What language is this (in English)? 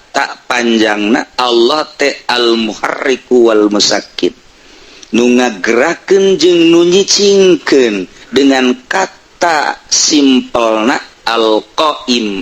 Sundanese